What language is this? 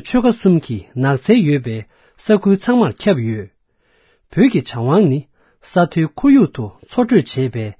Tibetan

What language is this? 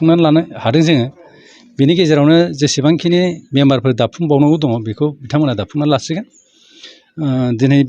Bodo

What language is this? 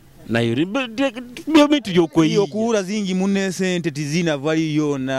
Nyoro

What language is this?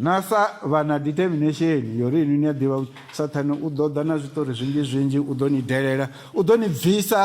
Venda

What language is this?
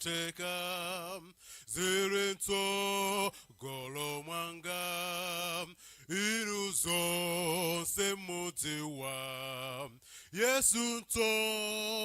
Nyanja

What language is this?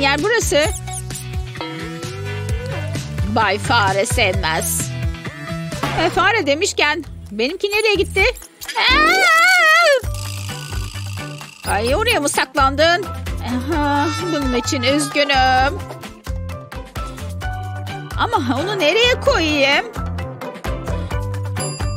Turkish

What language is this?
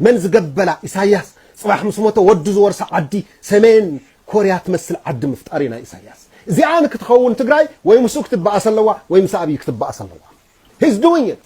Tigrinya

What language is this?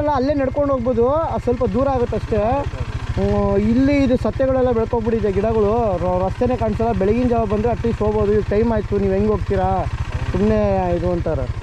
Kannada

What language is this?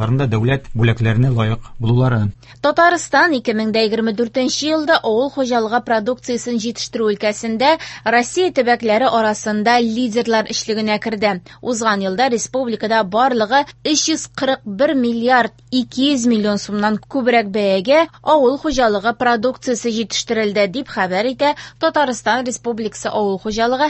Tatar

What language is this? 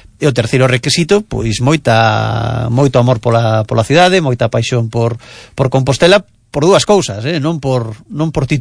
Galician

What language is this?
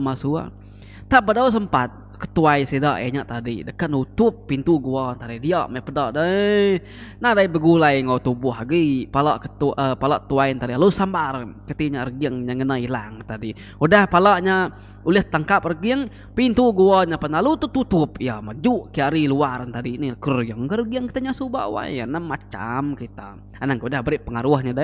Iban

